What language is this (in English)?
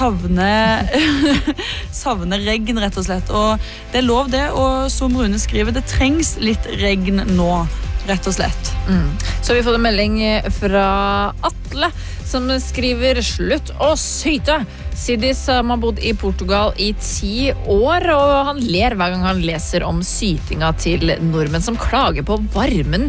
Norwegian